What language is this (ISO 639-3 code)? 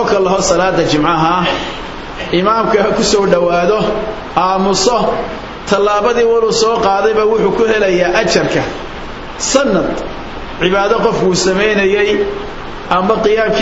som